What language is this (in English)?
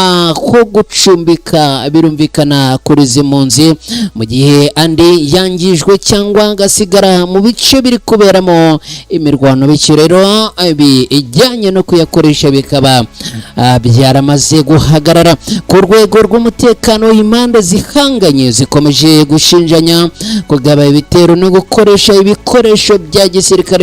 Kinyarwanda